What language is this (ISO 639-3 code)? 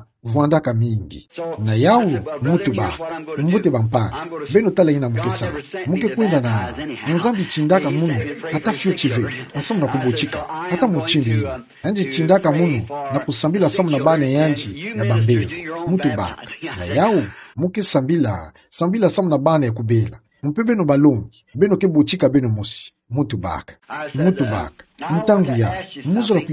ktu